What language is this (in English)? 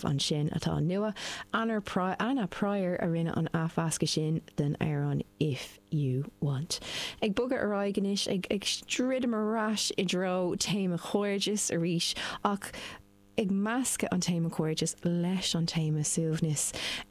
Irish